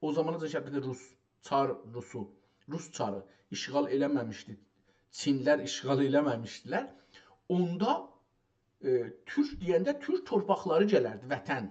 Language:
South Azerbaijani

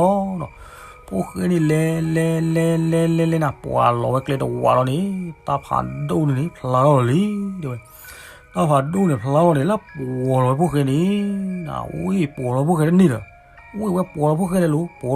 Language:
S'gaw Karen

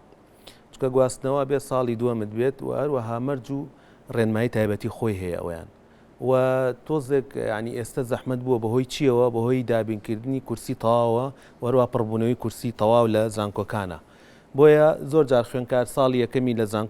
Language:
Central Kurdish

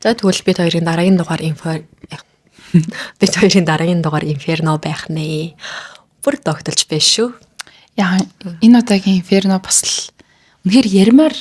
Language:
Mongolian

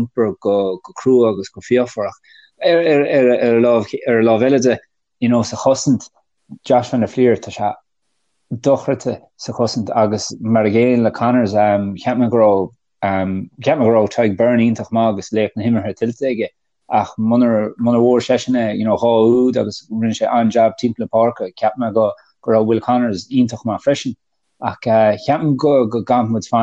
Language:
Irish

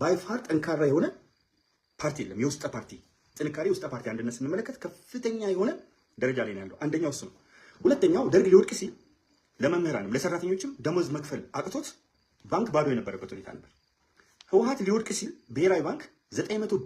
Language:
Amharic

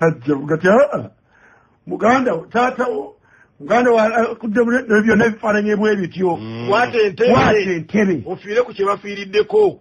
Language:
Ganda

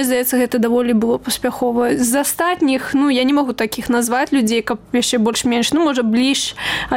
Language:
Belarusian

